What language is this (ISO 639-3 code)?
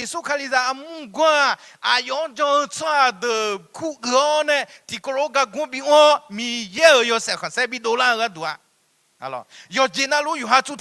ahk